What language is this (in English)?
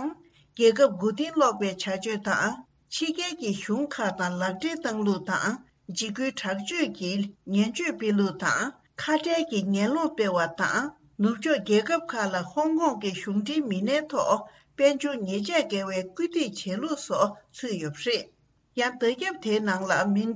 Tibetan